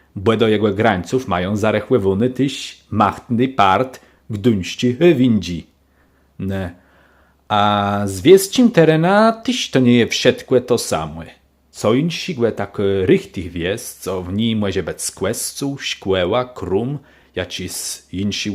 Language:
Kashubian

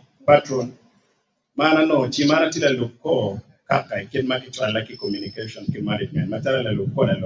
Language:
Acoli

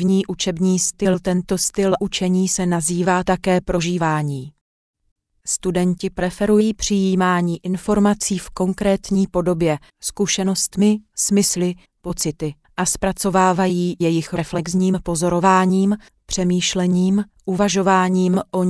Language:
Czech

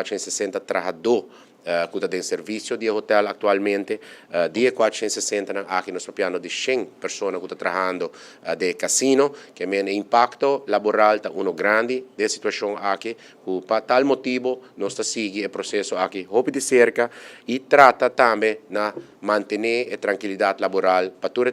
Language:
Papiamento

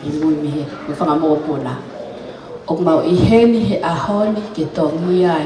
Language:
Tongan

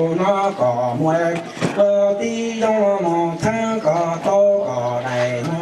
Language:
Hmong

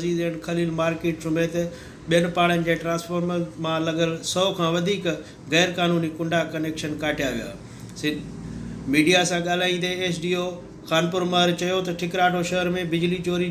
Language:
Sindhi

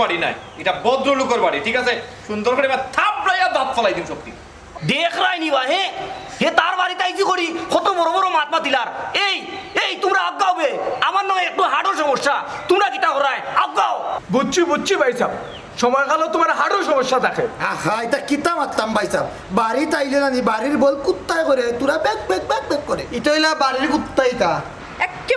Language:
Sylheti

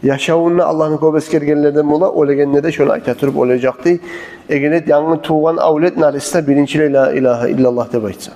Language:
Kumyk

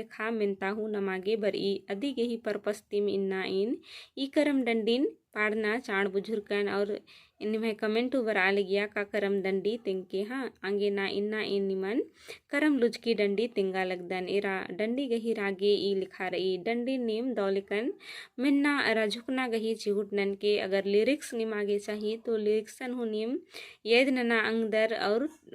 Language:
Kurukh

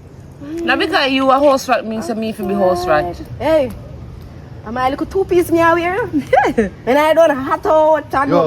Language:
Jamaican Creole English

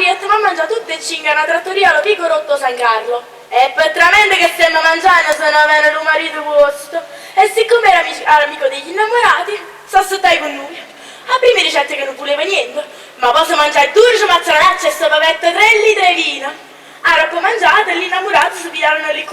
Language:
Neapolitan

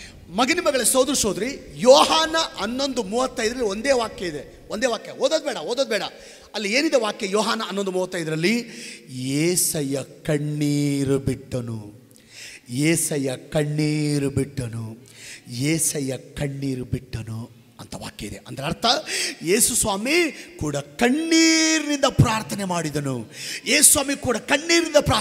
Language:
Kannada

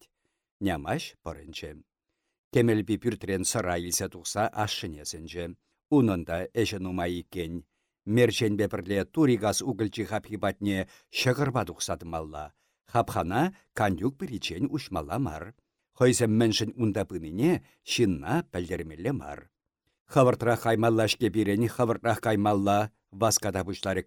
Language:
Chuvash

